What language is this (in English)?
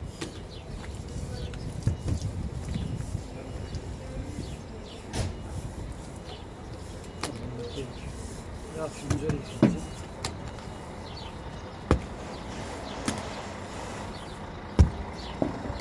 Turkish